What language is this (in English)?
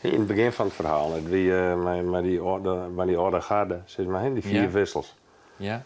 Western Frisian